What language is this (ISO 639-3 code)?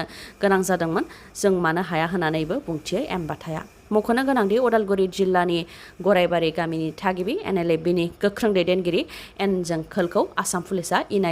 brx